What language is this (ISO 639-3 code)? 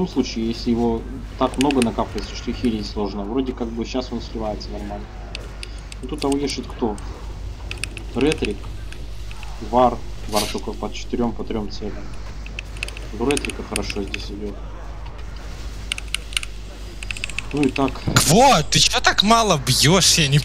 rus